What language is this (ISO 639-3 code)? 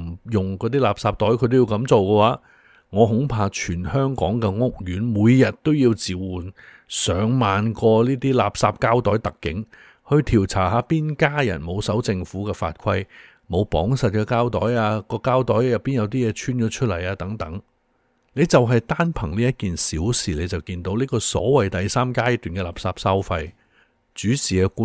yue